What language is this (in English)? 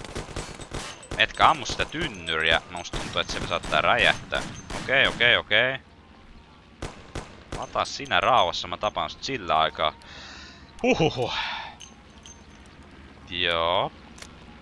Finnish